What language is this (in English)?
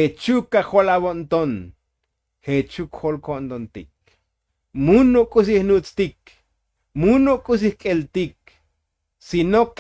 Tzotzil